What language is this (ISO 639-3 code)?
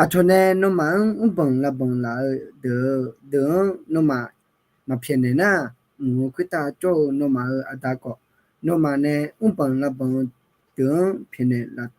ahk